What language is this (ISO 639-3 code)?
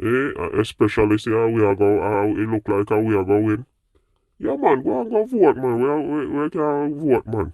jam